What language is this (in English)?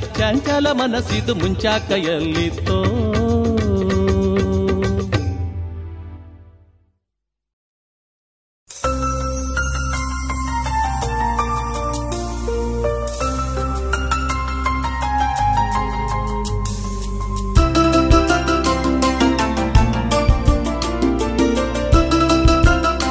Kannada